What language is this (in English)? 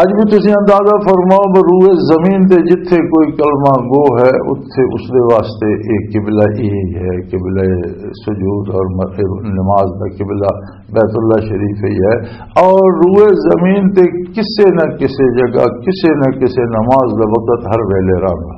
Western Panjabi